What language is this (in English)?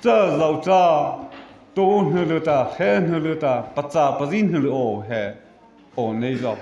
Mara Chin